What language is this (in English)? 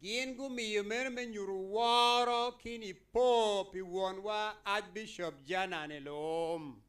Acoli